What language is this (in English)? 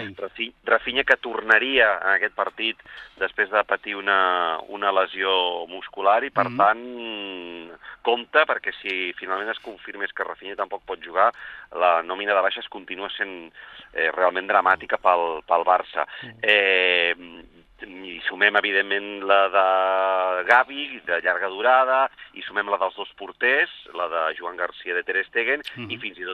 Catalan